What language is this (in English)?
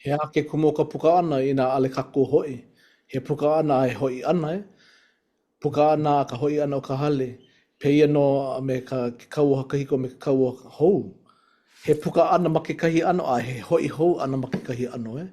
Hawaiian